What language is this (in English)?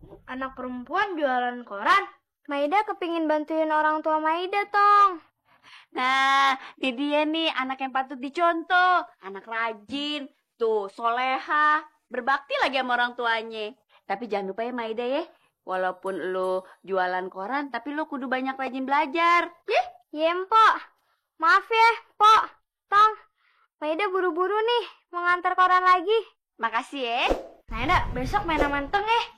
Betawi